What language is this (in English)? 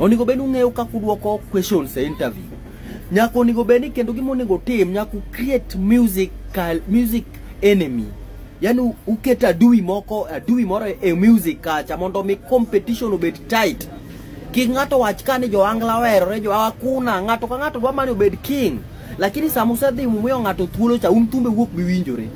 Luo (Kenya and Tanzania)